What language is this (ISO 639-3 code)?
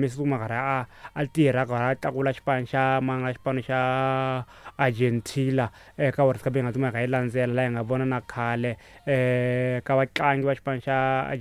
tso